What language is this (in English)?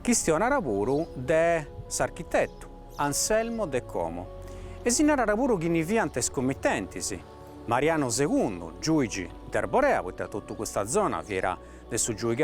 Sardinian